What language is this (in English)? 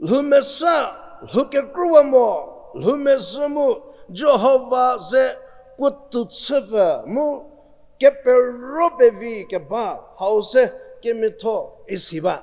Angami Naga